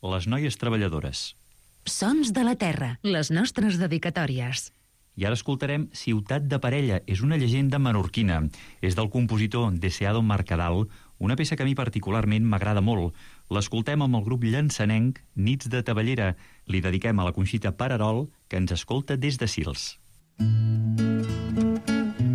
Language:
Catalan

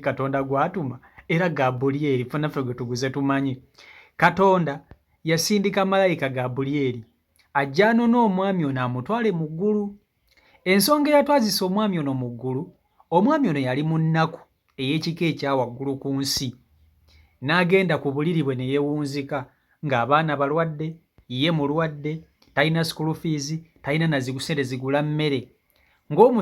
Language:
Ganda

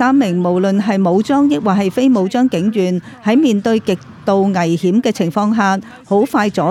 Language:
Cantonese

